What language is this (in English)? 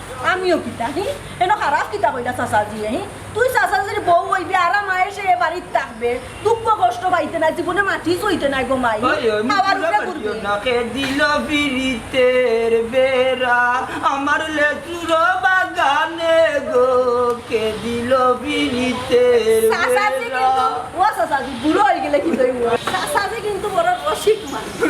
Sylheti